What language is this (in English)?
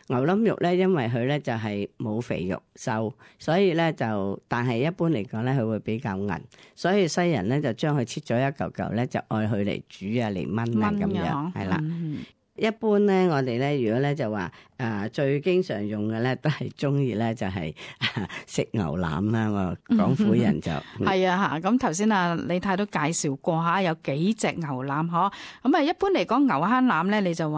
Cantonese